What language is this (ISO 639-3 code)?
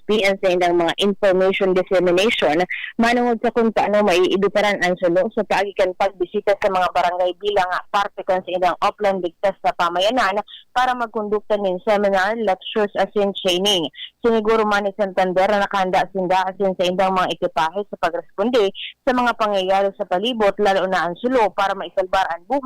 bik